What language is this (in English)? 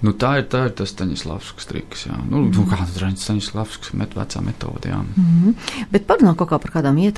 Latvian